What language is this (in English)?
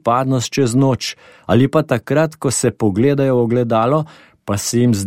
Slovenian